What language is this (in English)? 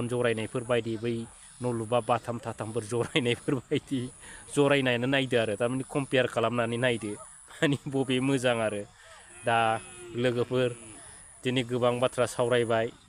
Bodo